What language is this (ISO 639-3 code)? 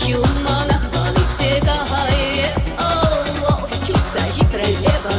chv